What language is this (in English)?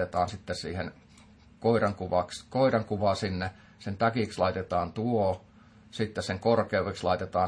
Finnish